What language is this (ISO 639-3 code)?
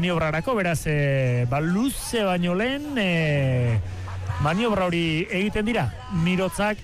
eus